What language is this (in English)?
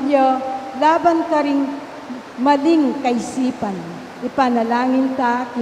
Pampanga